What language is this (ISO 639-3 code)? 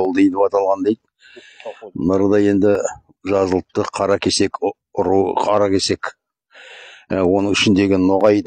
kaz